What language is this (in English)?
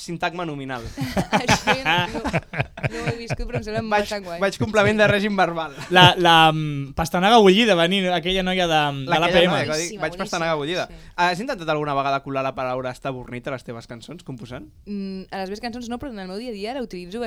Catalan